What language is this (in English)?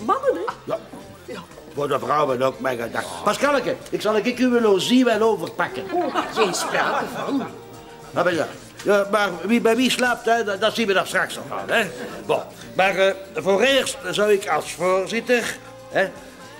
Dutch